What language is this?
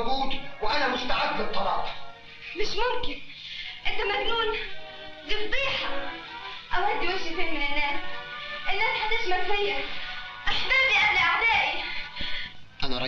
Egyptian Arabic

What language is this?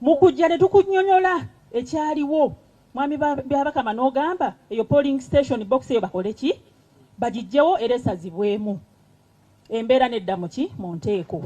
Ganda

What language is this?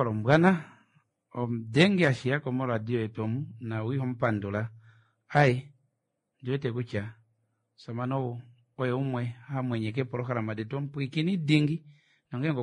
Kuanyama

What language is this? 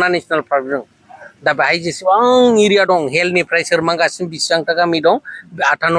Bodo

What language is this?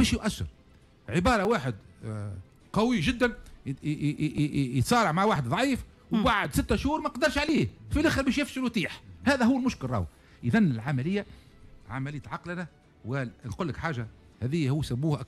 Tunisian Arabic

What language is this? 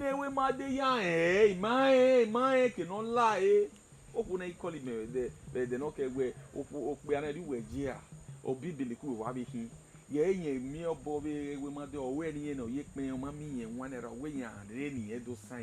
Bini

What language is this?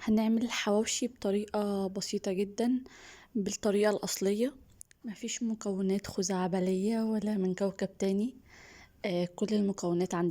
Egyptian Arabic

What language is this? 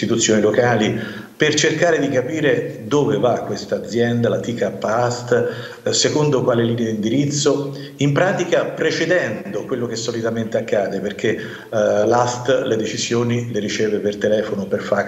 Italian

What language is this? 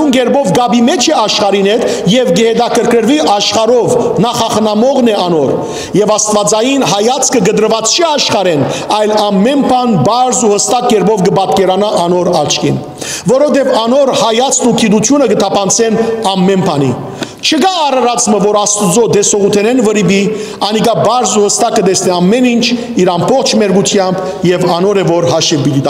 Western Armenian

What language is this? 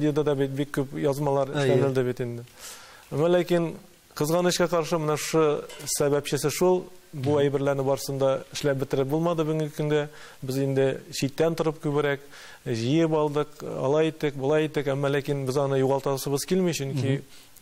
Tatar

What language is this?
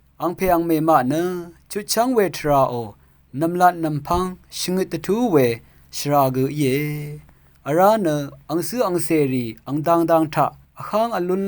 Rawang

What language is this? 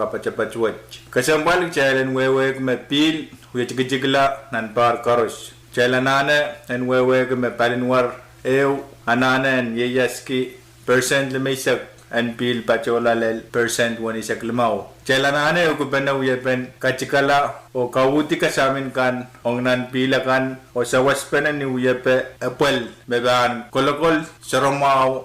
Pohnpeian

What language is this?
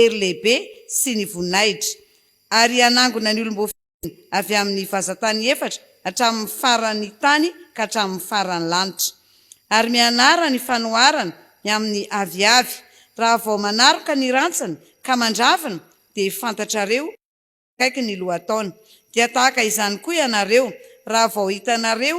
Malagasy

